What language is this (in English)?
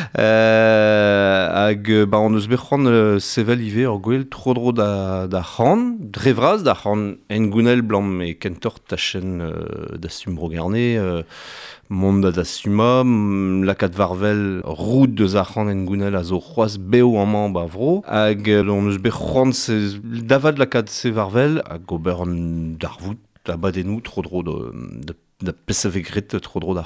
Breton